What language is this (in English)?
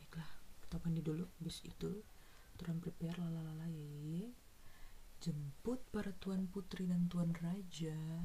Manado Malay